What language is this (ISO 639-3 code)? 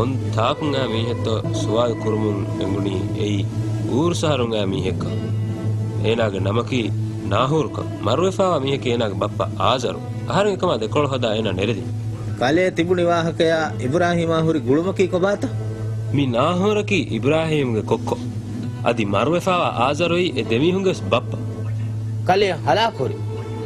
div